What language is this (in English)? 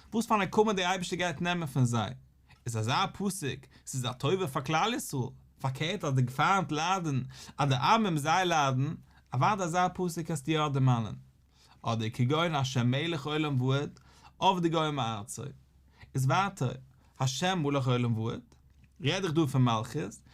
Yiddish